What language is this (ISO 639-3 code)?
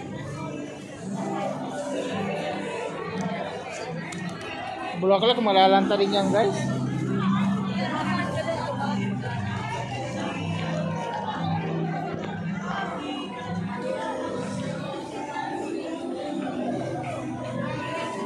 fil